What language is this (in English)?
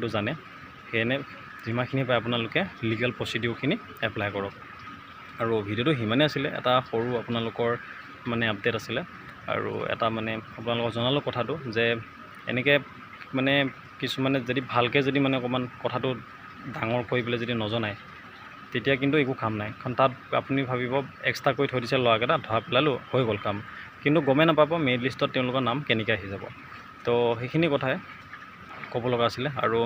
Assamese